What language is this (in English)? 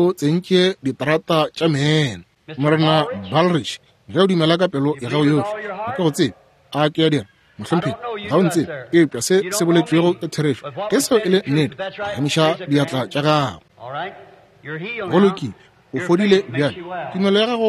Northern Sotho